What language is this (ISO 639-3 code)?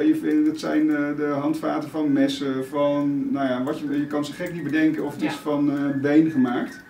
nld